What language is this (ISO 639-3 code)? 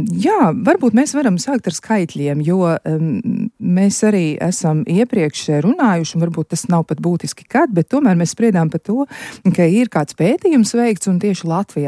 lav